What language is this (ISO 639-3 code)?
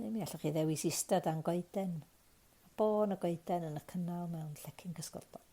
cym